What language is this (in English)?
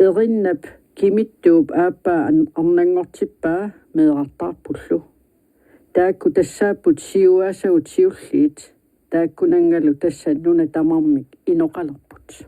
Kalaallisut